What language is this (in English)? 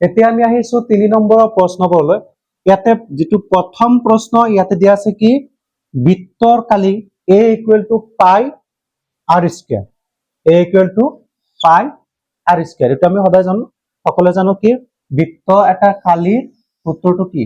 Assamese